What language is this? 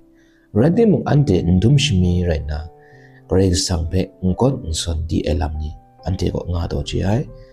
Kachin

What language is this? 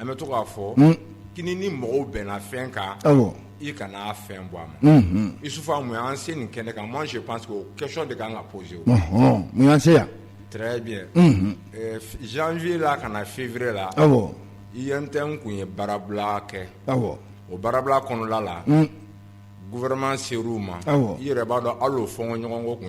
Bambara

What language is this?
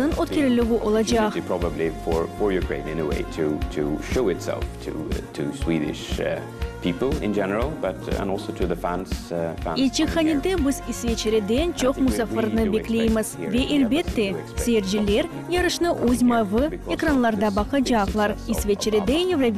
Crimean Tatar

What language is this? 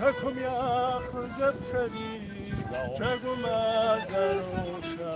Kabardian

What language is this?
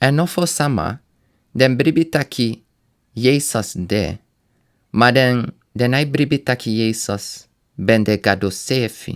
Sranan Tongo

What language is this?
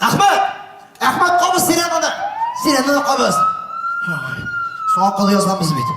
Tatar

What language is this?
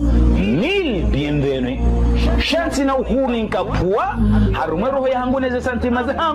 Swahili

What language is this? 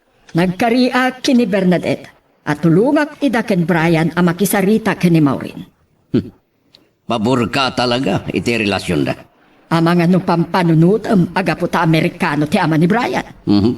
Iloko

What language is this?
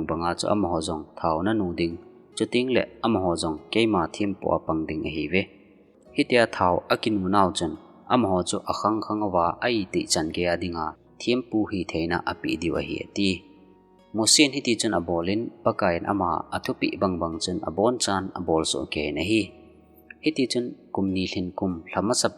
Thado Chin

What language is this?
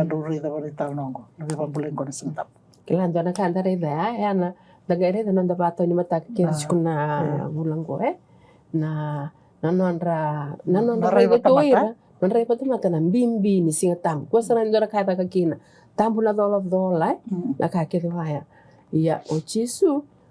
Fijian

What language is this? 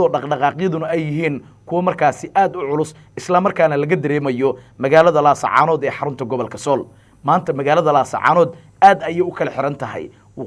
Somali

